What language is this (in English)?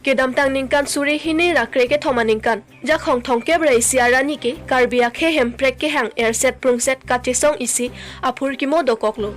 Karbi